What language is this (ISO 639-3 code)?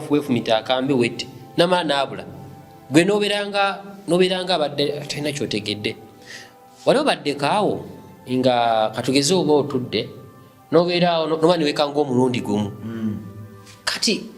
lug